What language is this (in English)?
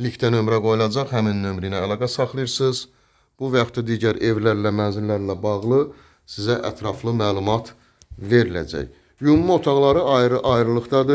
Azerbaijani